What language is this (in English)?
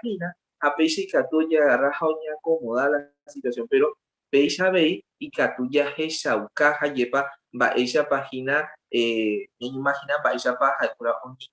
Guarani